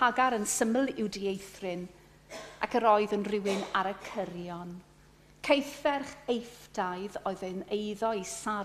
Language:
Welsh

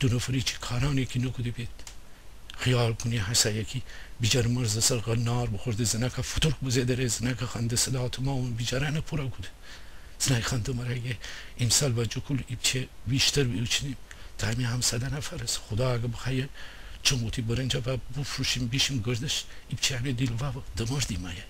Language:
Gilaki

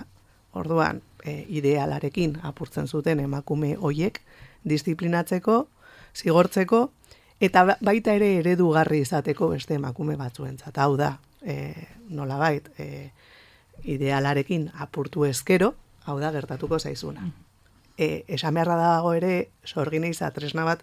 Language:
Basque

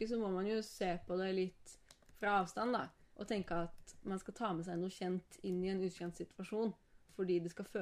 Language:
Norwegian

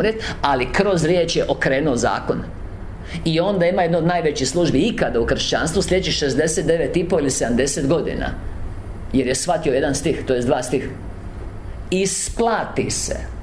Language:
Croatian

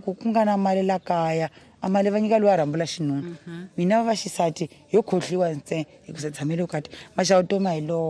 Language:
Tsonga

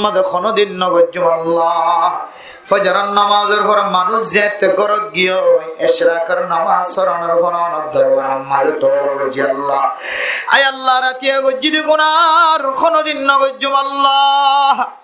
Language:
Rohingya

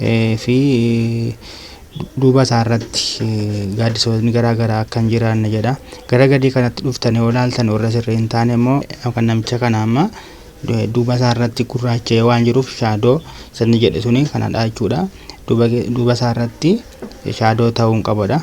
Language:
Oromo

